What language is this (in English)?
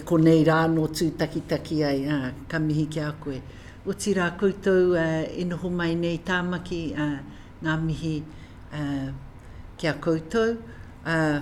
Māori